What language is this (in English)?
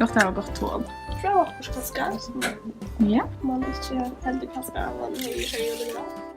Faroese